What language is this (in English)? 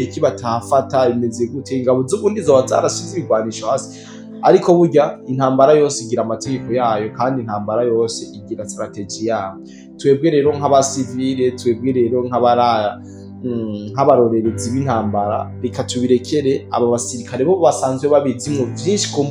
Rundi